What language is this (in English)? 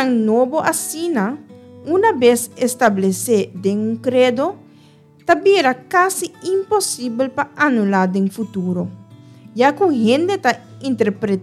Papiamento